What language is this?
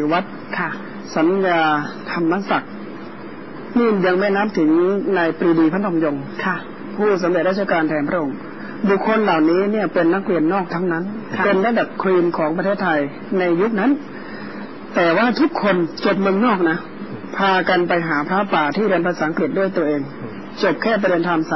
Thai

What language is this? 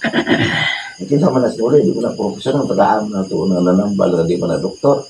Cebuano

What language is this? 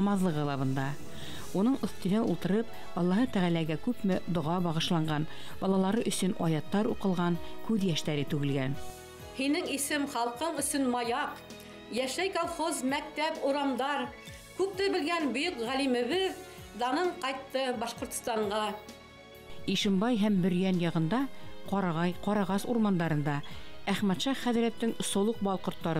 Bashkir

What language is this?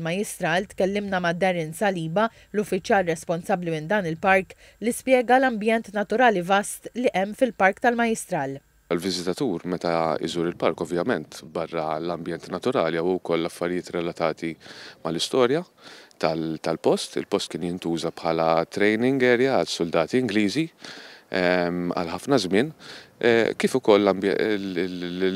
Maltese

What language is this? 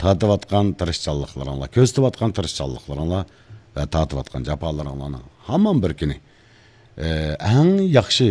Uyghur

